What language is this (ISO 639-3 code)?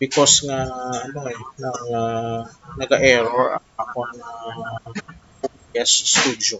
hil